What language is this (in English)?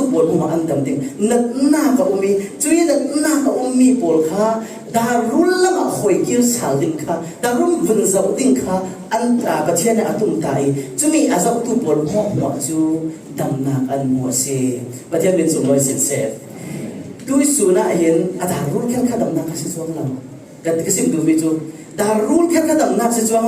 Falam Chin